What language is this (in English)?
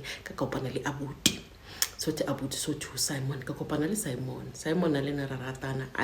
Zulu